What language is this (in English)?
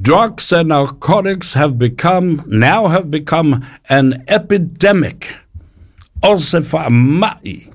Samoan